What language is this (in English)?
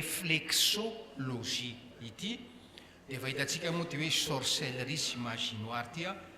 Malagasy